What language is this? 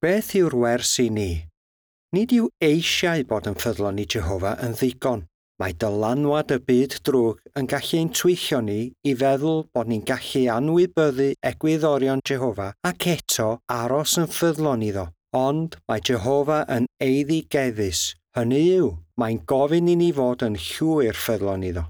Welsh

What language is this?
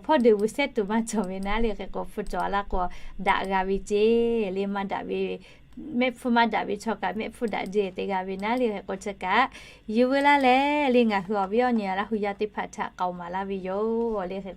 Lahu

